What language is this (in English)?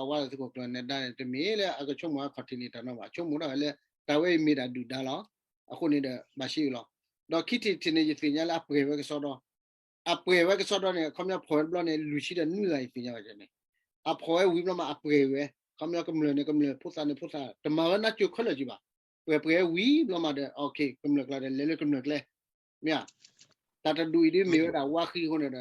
S'gaw Karen